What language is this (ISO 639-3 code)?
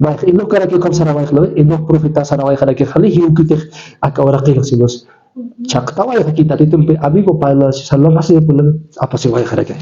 aym